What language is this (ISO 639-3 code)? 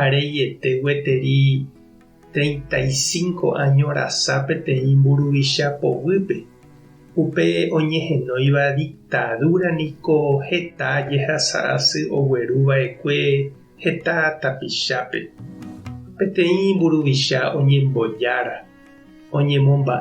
grn